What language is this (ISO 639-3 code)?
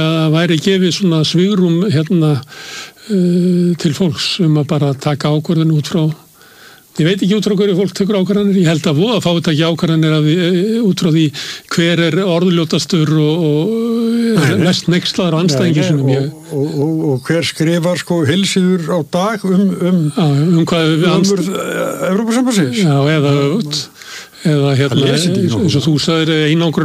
isl